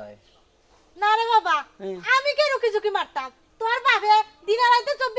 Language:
Sylheti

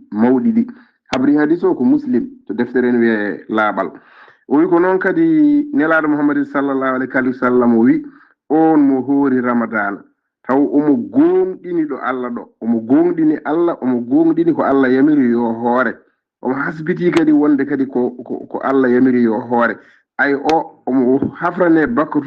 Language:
Fula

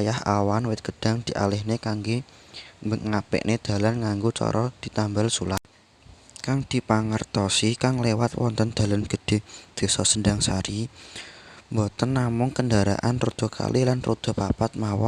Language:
Javanese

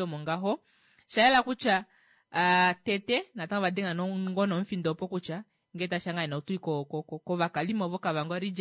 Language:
Kuanyama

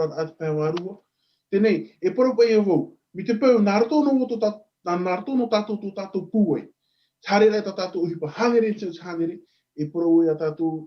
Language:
Tahitian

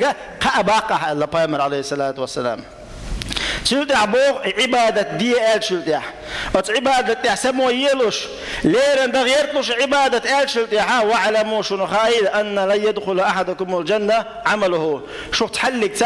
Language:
Chechen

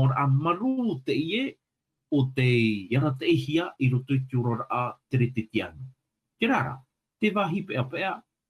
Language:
Tahitian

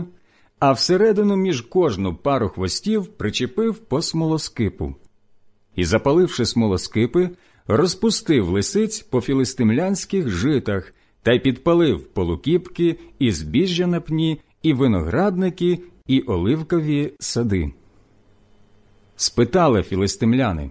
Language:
Ukrainian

